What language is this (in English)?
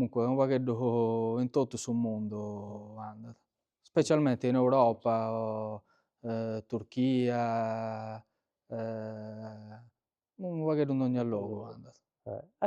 Sardinian